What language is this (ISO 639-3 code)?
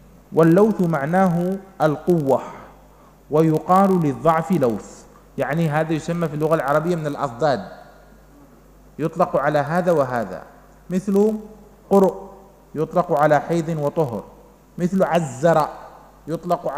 ara